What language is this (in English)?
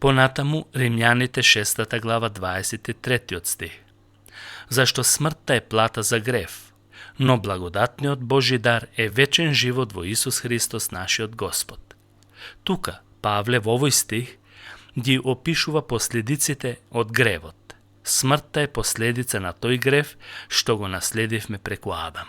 Macedonian